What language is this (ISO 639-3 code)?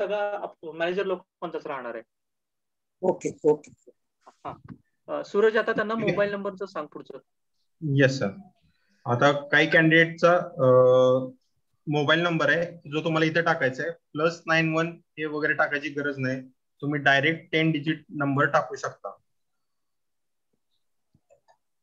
mar